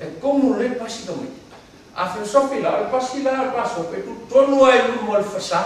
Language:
Samoan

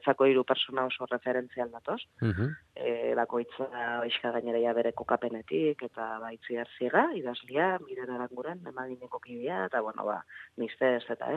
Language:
Basque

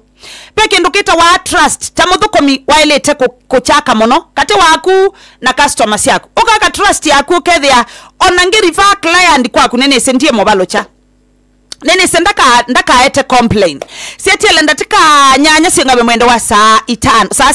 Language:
Kamba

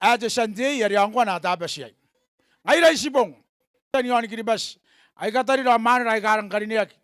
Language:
Gilbertese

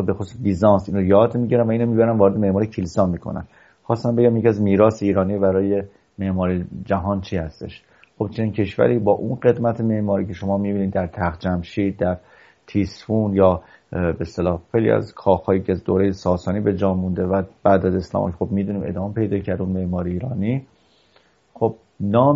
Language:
Persian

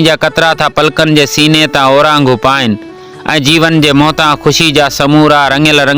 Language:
Sindhi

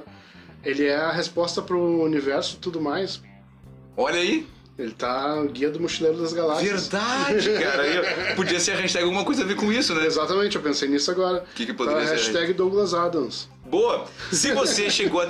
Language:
Portuguese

